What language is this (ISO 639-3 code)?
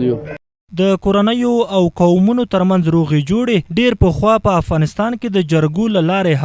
pus